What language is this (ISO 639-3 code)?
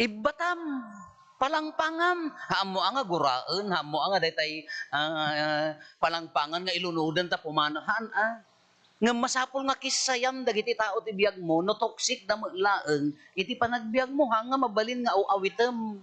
ilo